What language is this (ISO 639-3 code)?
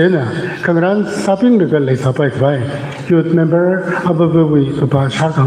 nmf